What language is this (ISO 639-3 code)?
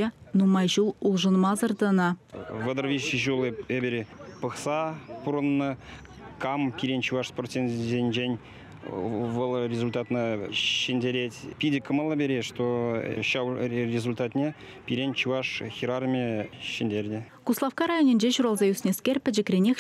chv